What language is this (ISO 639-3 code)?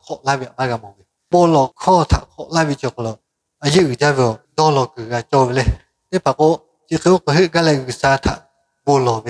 lhu